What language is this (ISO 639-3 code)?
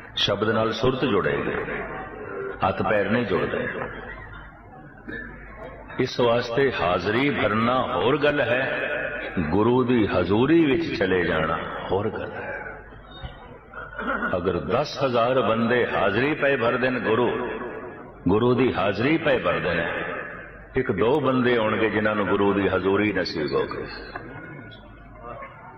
pan